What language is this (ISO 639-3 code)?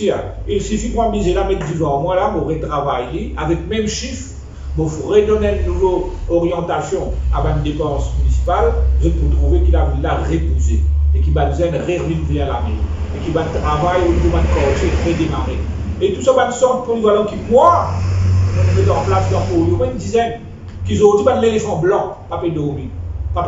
mfe